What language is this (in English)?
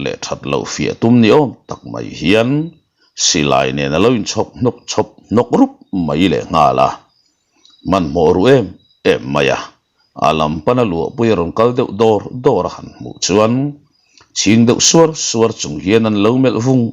Mizo